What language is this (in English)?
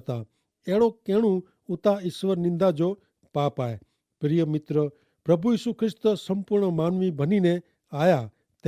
Kachhi